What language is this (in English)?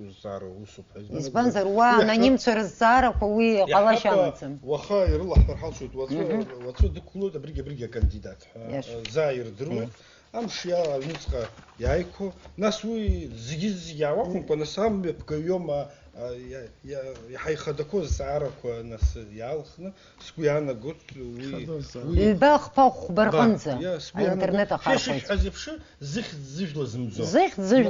Abkhazian